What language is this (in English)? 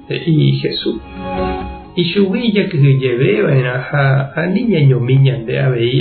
Guarani